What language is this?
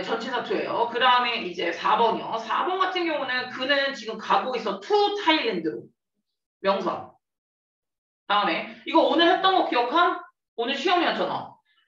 Korean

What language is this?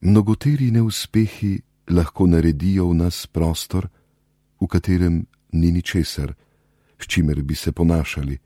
Slovenian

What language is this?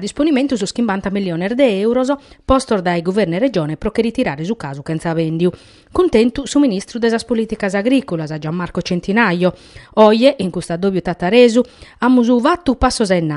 Sardinian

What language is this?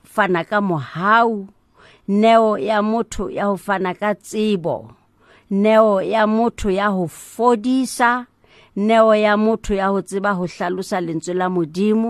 Southern Sotho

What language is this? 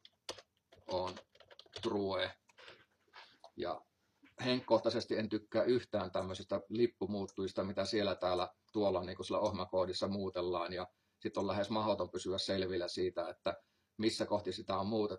Finnish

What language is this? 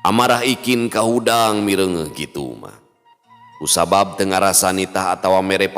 Sundanese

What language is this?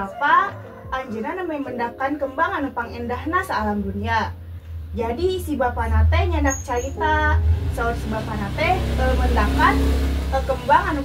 Sundanese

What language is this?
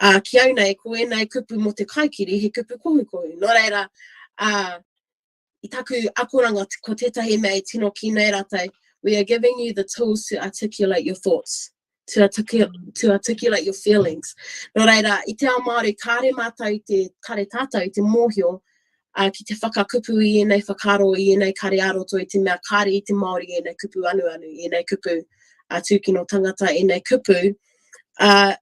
Māori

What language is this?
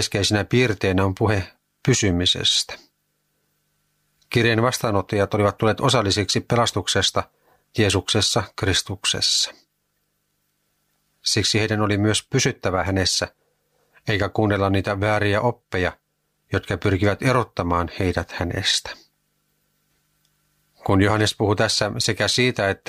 Finnish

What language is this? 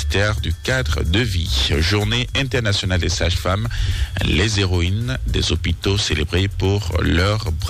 French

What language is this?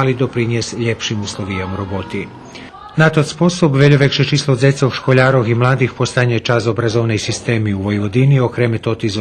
Rusyn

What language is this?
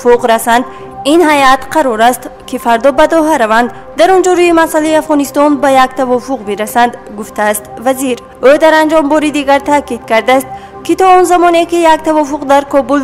Tajik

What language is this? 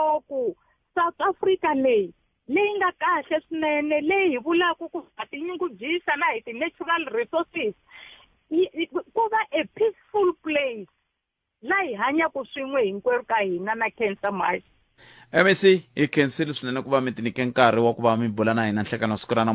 Tsonga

